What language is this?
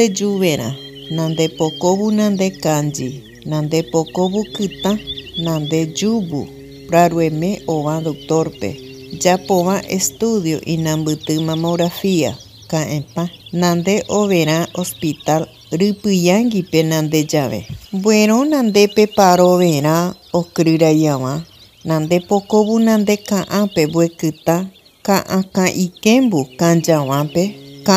Aché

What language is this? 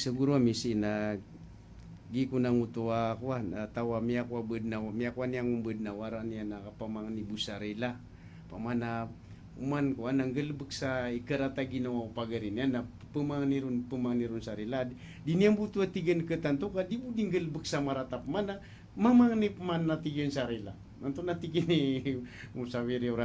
Maranao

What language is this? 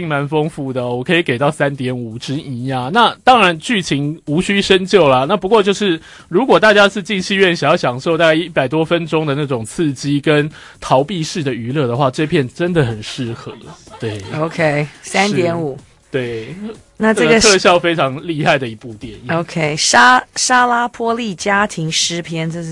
Chinese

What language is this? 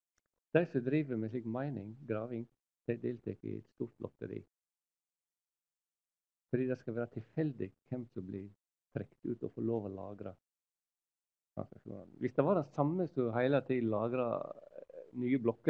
Norwegian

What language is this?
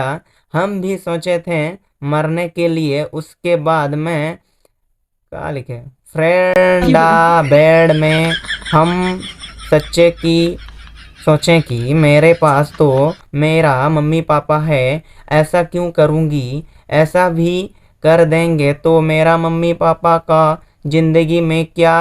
Sadri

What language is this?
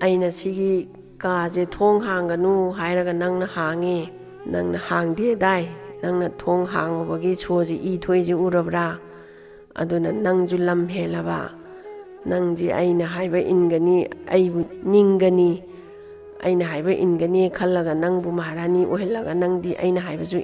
Manipuri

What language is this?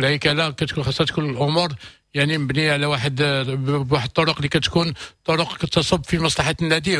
Moroccan Arabic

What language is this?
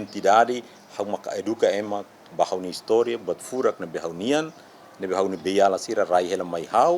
Tetum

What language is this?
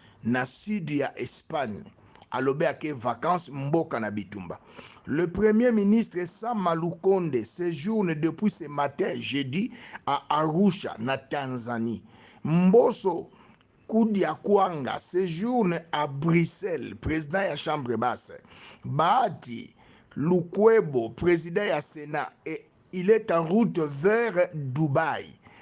Lingala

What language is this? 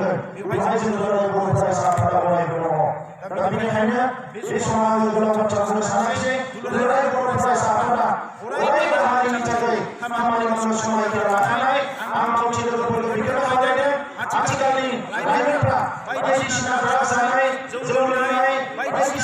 Bodo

